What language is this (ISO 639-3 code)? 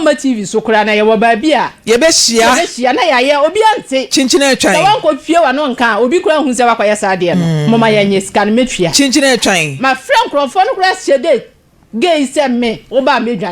aka